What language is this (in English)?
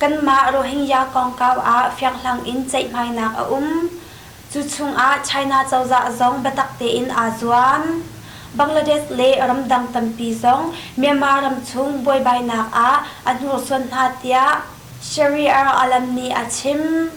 Hakha Chin